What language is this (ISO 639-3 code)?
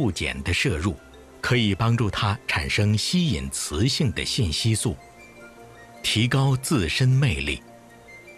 zho